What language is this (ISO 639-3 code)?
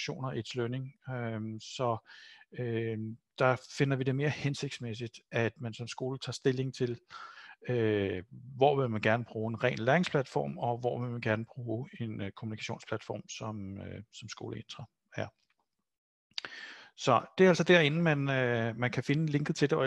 dan